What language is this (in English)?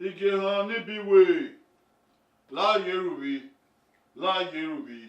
Bini